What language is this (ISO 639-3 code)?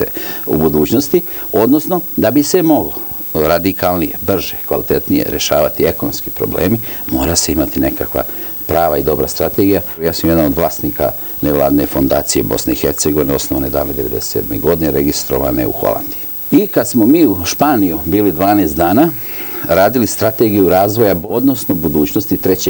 srp